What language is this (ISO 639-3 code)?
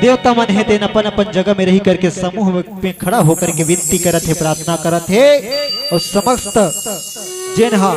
hne